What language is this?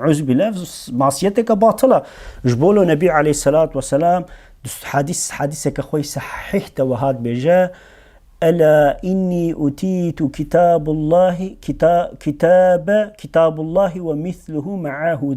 Kurdish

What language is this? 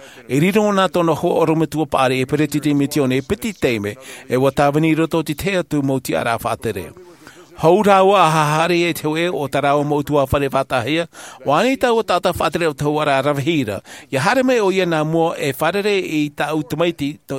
Tahitian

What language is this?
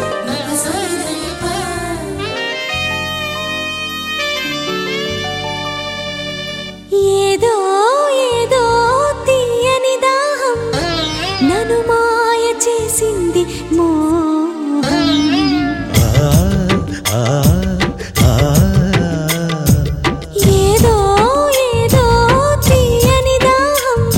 Telugu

